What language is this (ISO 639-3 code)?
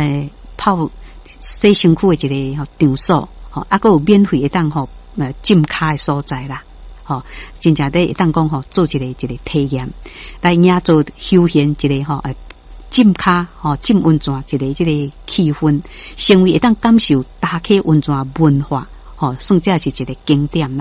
nan